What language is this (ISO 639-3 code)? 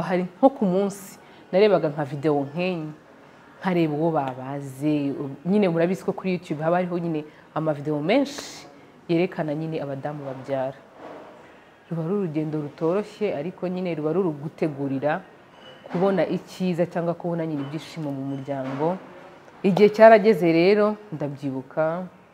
kin